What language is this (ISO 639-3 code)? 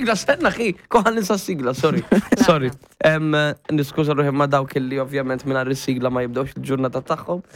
mlt